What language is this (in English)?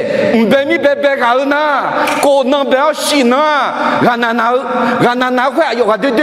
Akha